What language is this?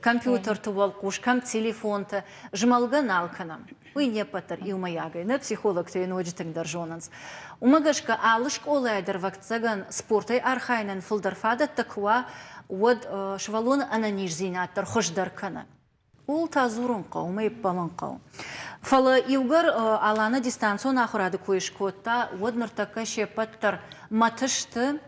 Ossetic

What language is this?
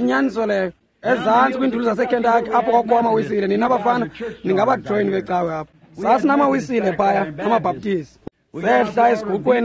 Xhosa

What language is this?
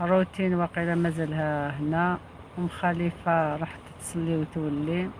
Algerian Arabic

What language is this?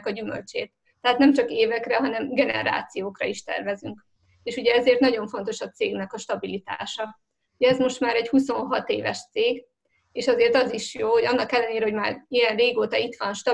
Hungarian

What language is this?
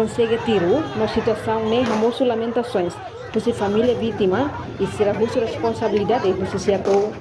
Tetum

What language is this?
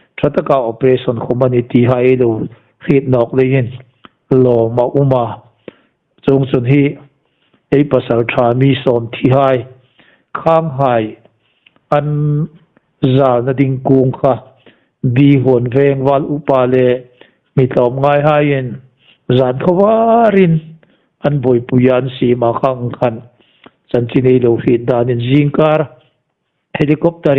Hmar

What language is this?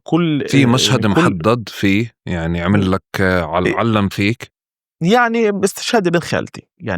North Levantine Arabic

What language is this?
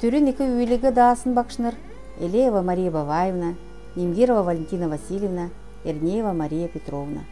Kalmyk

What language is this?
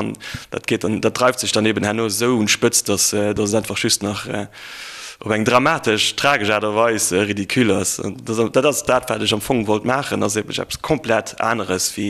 Luxembourgish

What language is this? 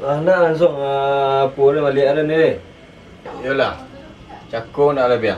Minangkabau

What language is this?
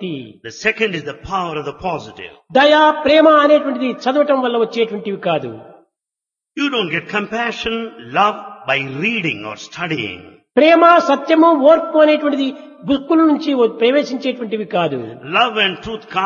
Telugu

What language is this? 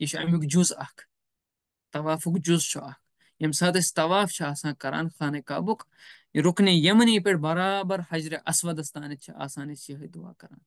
Kashmiri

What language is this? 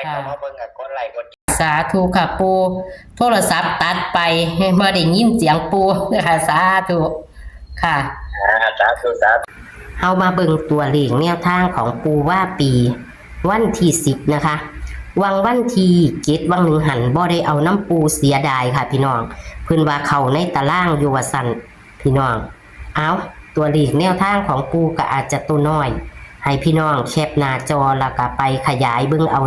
Northeastern Thai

